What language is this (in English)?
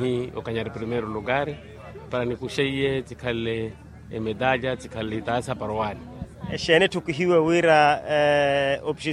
Makhuwa